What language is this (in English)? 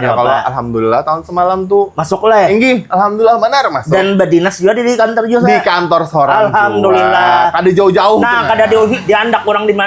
Banjar